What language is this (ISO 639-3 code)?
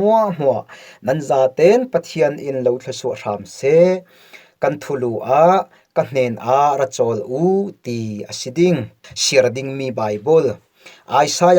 cfm